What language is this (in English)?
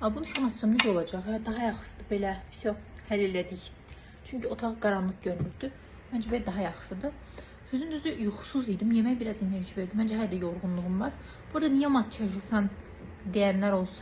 Azerbaijani